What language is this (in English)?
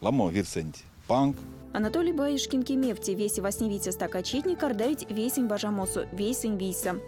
Erzya